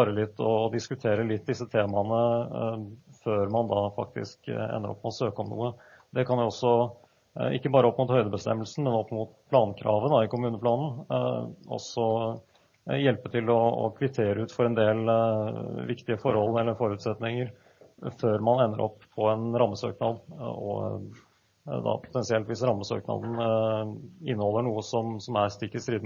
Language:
Norwegian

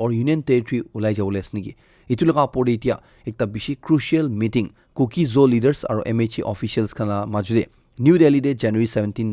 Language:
Naga Pidgin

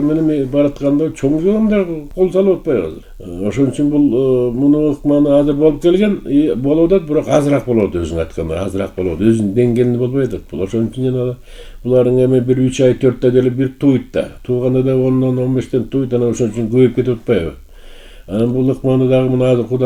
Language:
Kyrgyz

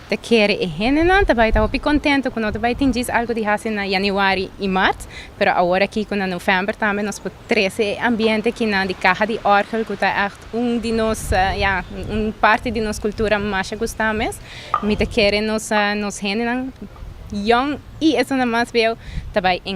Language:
Papiamento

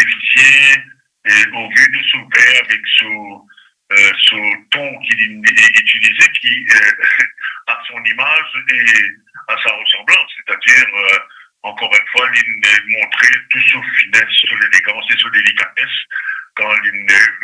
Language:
Morisyen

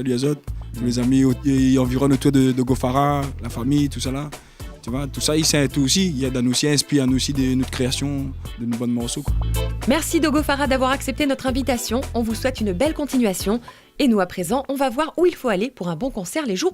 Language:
Réunion Creole French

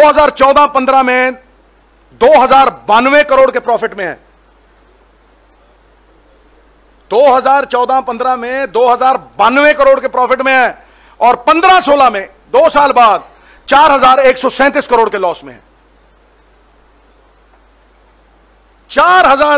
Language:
Hindi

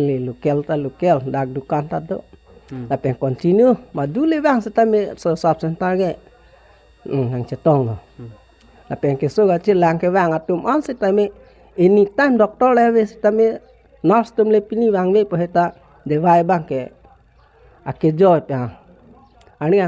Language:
Karbi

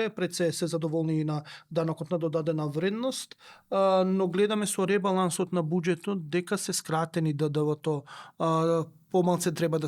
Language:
Macedonian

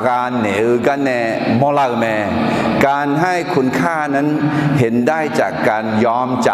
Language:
Akha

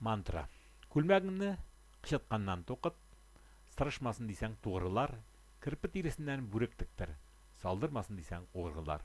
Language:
Tatar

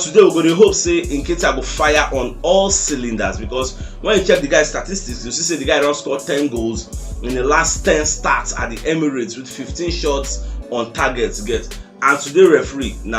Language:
Nigerian Pidgin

